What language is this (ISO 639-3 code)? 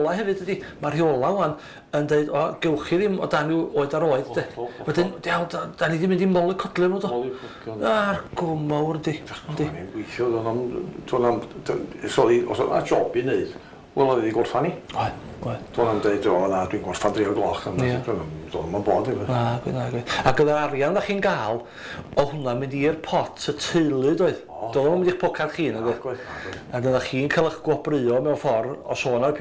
cym